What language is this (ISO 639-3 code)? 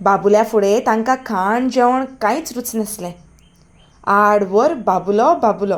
kok